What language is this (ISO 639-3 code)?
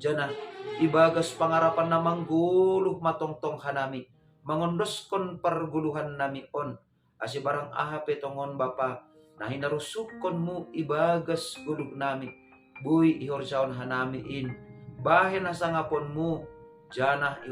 bts